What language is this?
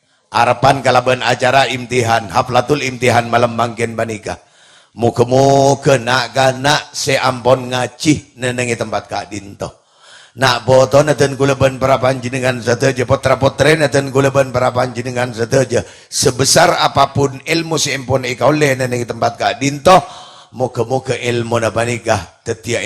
Madurese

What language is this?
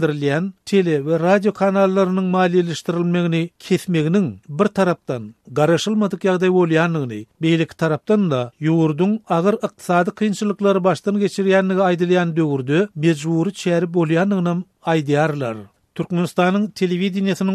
Turkmen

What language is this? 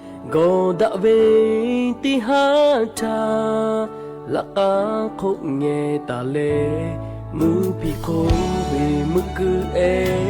Lahu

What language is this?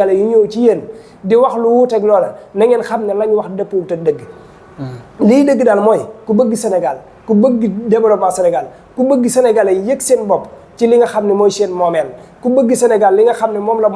Wolof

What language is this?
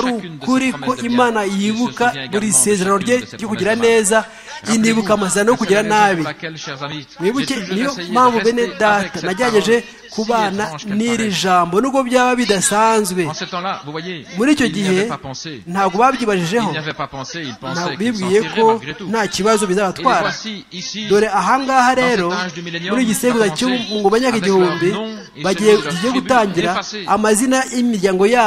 Kinyarwanda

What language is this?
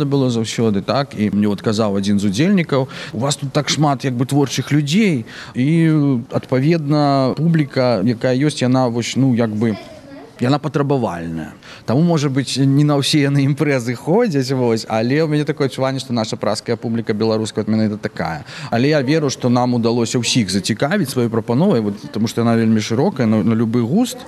Belarusian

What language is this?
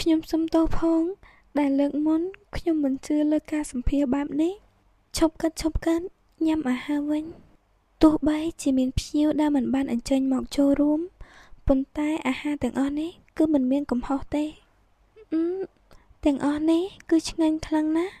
Khmer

